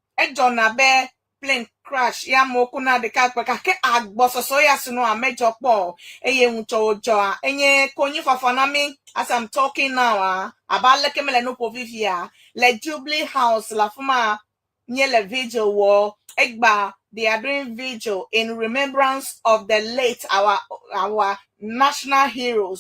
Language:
Ewe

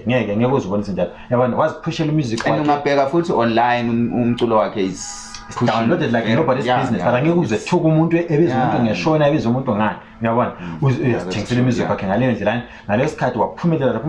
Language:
Zulu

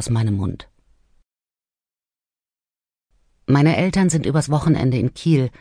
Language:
German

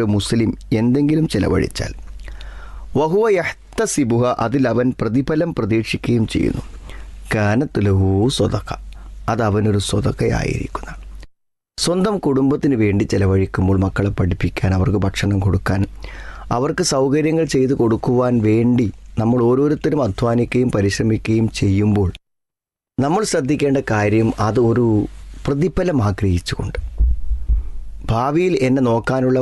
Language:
Malayalam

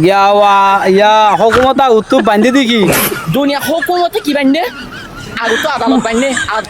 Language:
Rohingya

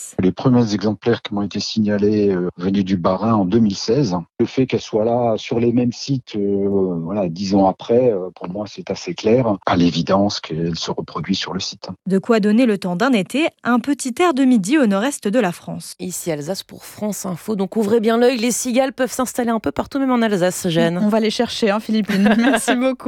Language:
French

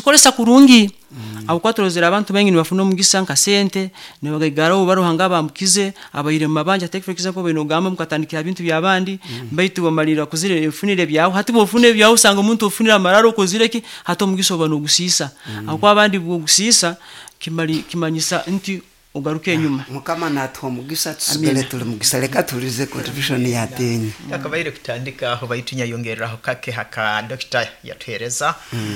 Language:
Nyoro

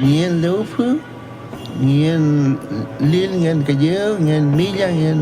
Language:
Mapuche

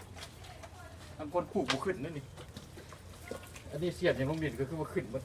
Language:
Lao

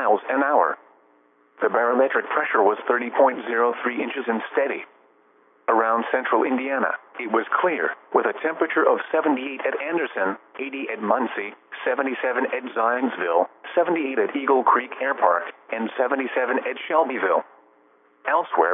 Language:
English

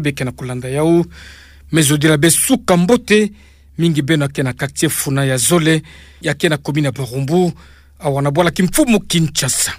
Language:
Kituba (Democratic Republic of Congo)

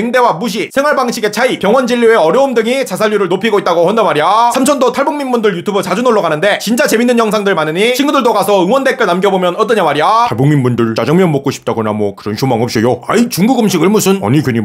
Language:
Korean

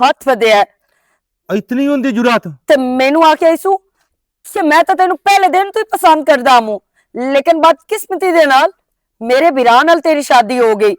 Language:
Western Panjabi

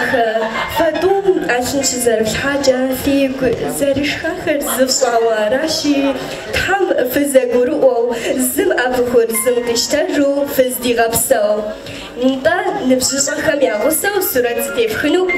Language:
Kabardian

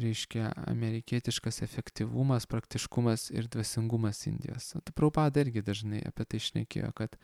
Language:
Lithuanian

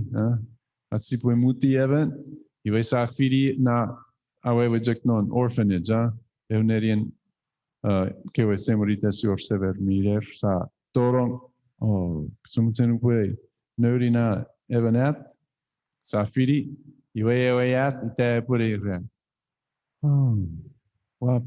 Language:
Chuukese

